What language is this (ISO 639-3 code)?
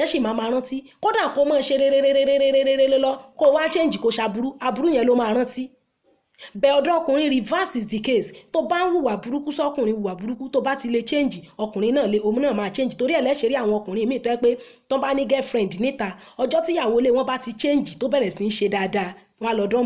yor